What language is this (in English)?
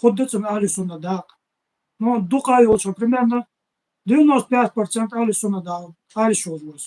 Ingush